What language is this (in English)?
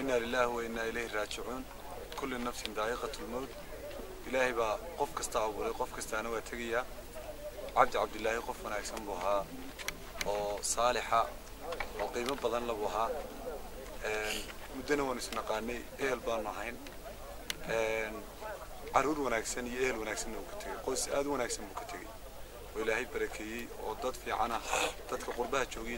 Somali